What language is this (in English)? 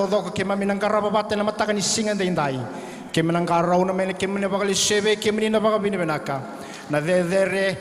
Fijian